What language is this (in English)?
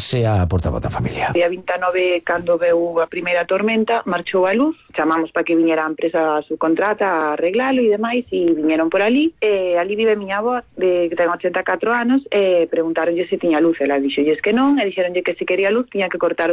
Galician